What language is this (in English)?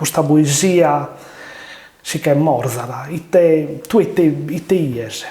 Sardinian